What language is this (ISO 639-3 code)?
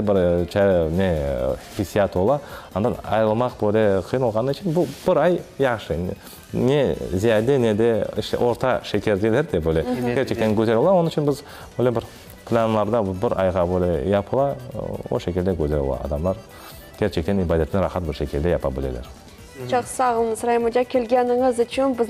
crh